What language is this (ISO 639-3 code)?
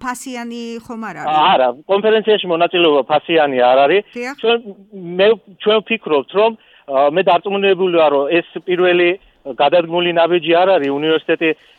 kat